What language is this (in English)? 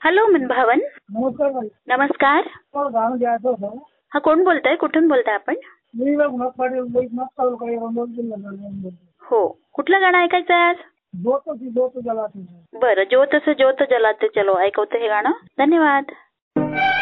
Marathi